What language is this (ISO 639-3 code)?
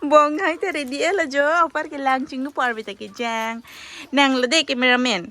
mjw